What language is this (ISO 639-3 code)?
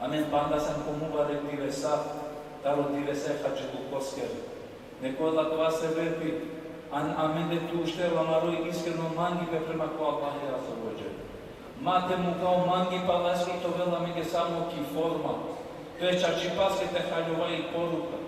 rmn